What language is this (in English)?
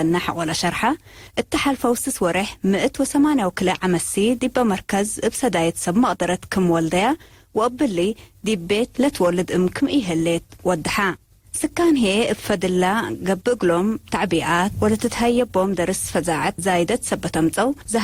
Tigre